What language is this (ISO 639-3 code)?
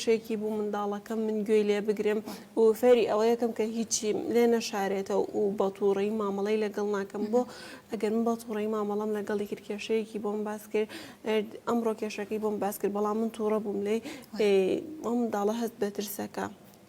ckb